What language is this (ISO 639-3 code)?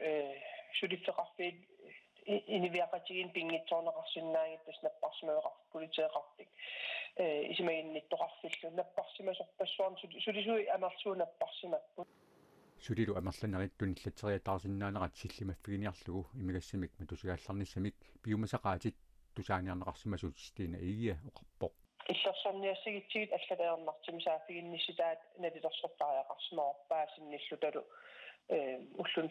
kal